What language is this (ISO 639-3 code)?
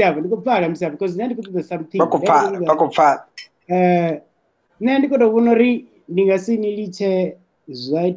ven